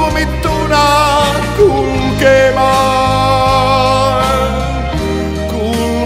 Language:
Finnish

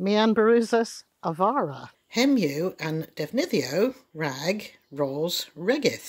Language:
Cornish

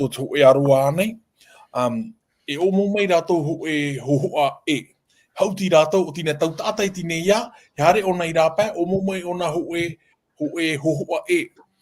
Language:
Tahitian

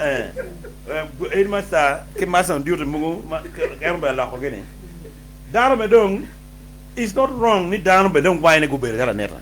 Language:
Acoli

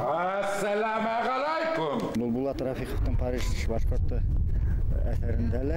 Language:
Bashkir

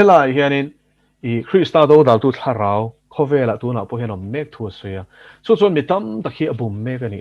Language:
Mizo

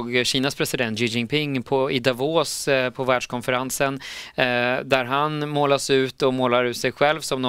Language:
Swedish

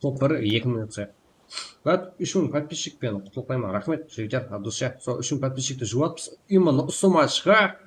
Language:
Kara-Kalpak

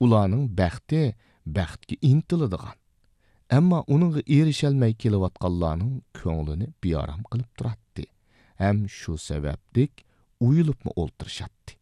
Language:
Uyghur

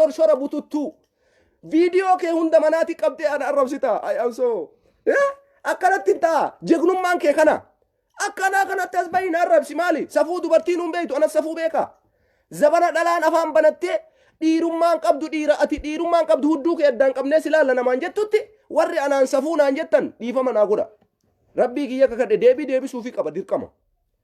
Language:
Oromo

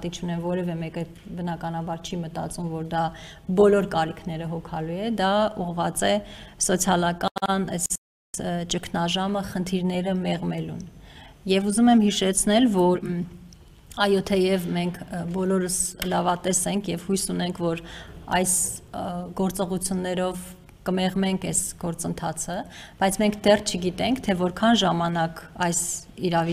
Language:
Armenian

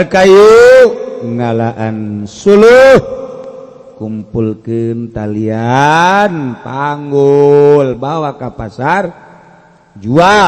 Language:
Sundanese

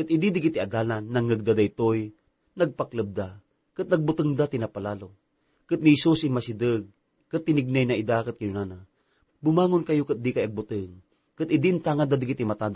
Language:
Iloko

